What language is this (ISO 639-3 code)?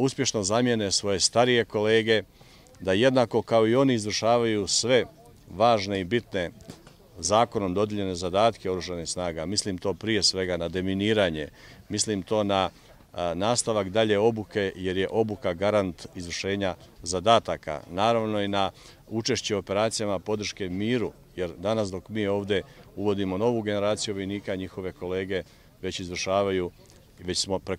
bos